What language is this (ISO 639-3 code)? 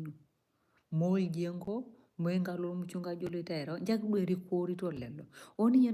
mas